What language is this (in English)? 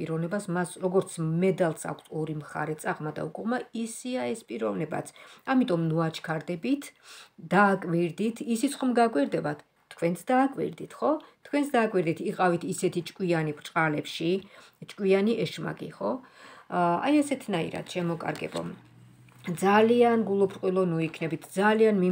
Georgian